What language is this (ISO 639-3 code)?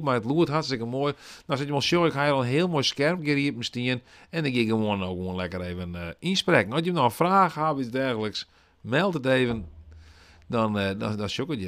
fry